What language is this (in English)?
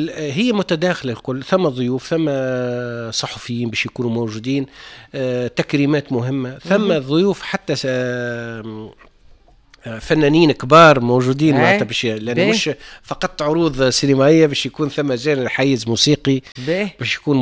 Tunisian Arabic